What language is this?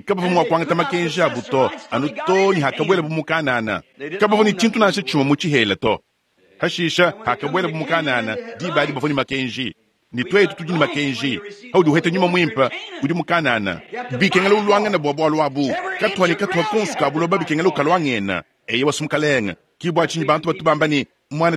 Luba-Lulua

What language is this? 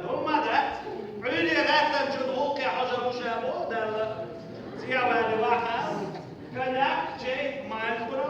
Chechen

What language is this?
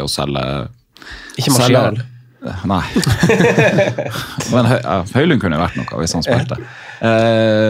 Norwegian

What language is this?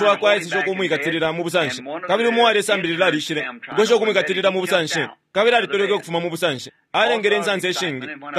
Bemba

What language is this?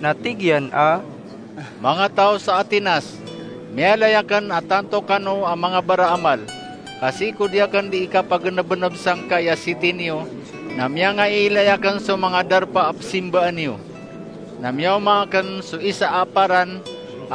Maranao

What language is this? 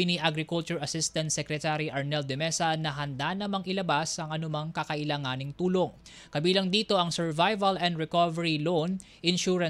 Filipino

